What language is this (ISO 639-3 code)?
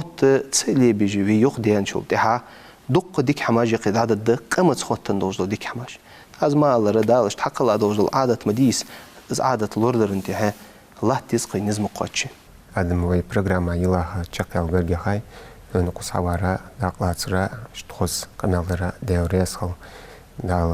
inh